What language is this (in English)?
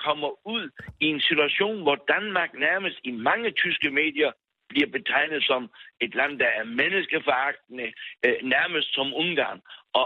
Danish